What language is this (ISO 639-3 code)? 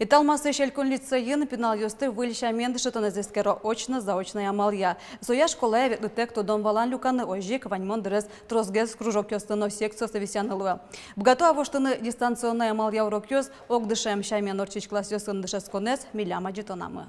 udm